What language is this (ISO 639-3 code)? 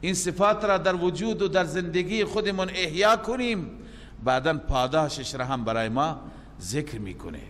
fas